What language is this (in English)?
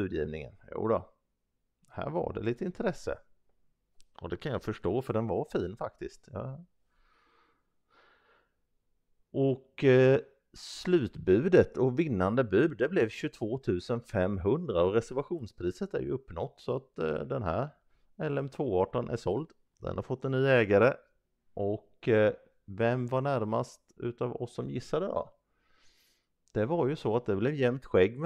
Swedish